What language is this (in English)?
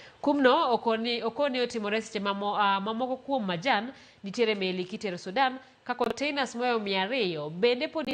Luo (Kenya and Tanzania)